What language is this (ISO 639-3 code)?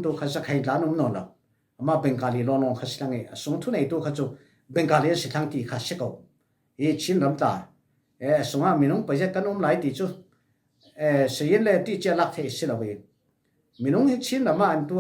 cfm